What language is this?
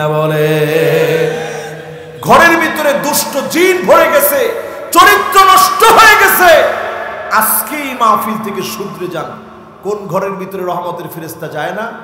Bangla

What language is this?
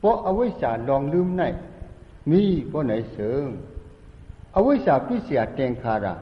Shan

